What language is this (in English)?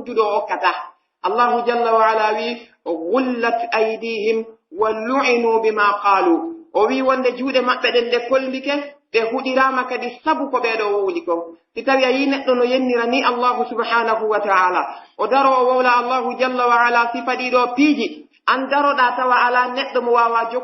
Pular